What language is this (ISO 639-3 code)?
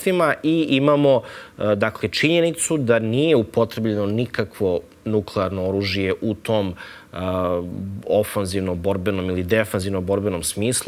srp